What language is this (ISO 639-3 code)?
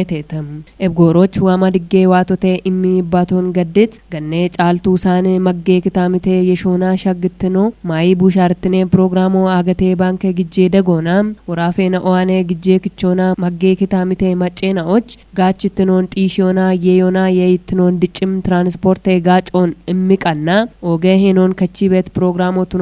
kbr